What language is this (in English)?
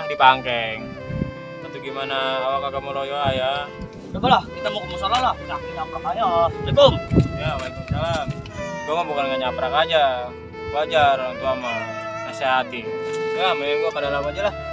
Betawi